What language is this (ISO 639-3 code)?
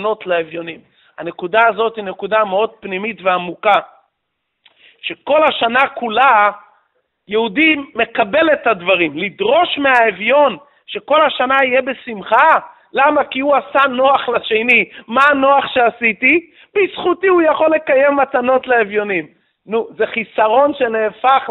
heb